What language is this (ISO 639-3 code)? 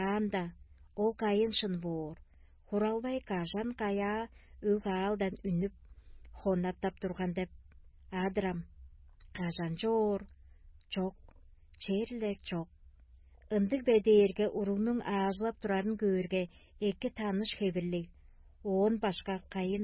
tyv